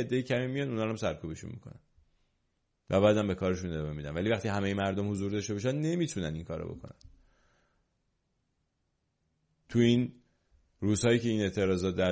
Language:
Persian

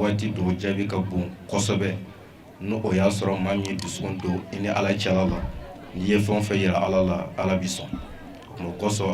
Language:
Bambara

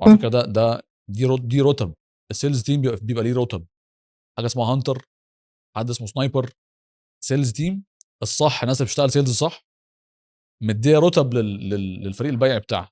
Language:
Egyptian Arabic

